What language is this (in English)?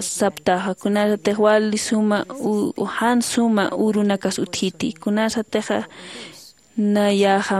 Aymara